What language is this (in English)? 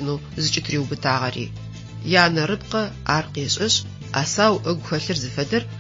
Adyghe